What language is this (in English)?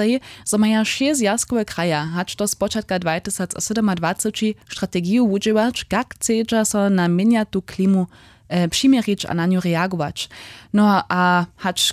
Upper Sorbian